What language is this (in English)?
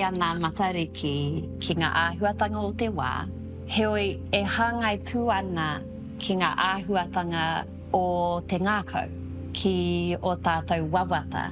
Māori